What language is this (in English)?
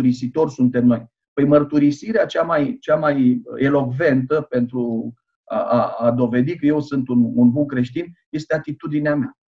Romanian